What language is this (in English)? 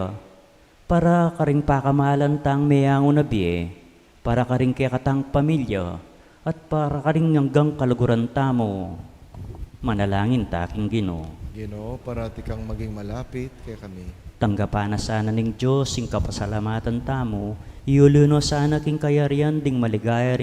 Pampanga